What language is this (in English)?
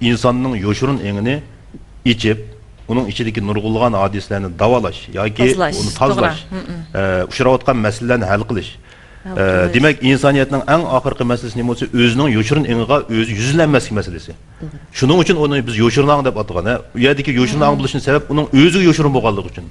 Uyghur